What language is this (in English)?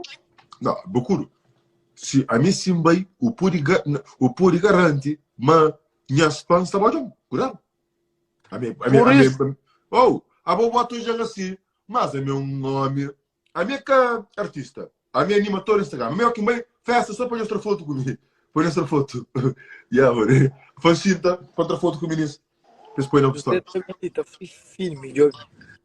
Kabuverdianu